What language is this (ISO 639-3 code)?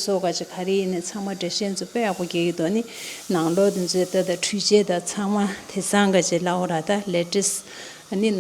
bod